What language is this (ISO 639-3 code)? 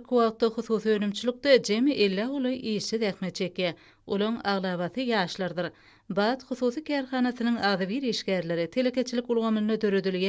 tuk